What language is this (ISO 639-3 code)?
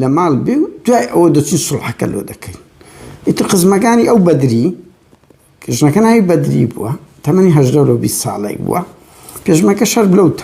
ckb